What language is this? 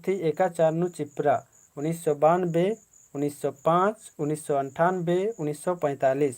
Kurukh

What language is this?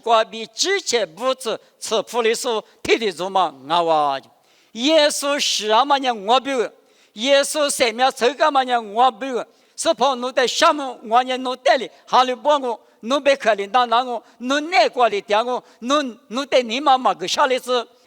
Lisu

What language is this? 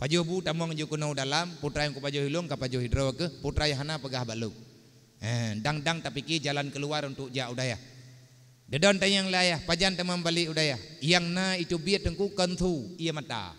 Achinese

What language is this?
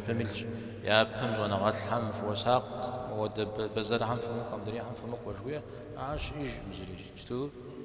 Kabardian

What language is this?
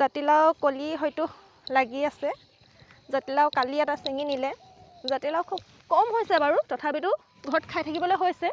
Assamese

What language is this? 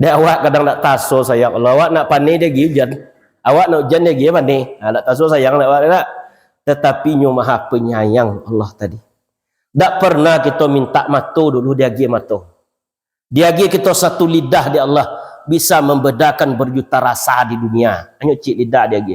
Minangkabau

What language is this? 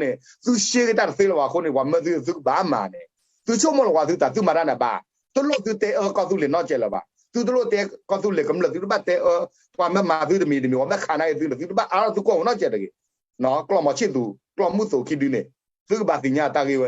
S'gaw Karen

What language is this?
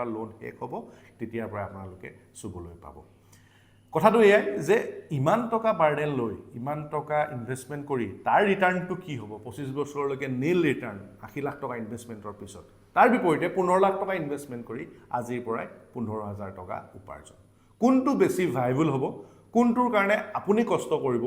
Assamese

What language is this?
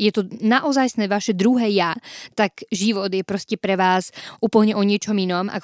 Slovak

